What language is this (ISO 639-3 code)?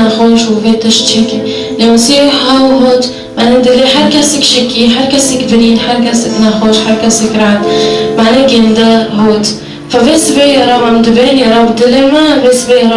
kur